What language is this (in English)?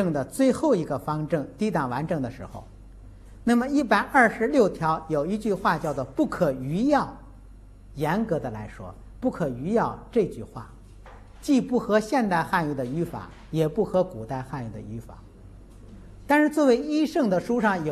Chinese